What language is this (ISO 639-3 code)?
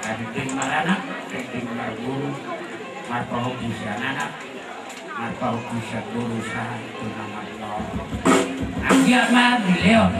bbc